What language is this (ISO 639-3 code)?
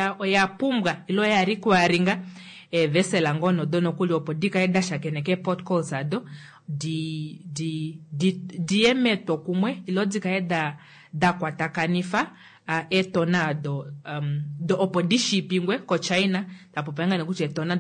kua